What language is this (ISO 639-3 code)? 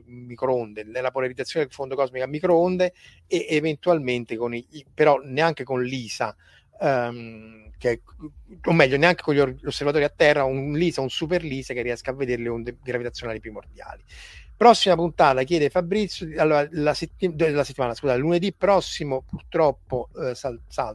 ita